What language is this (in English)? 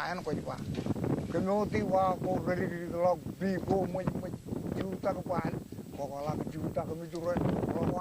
Marshallese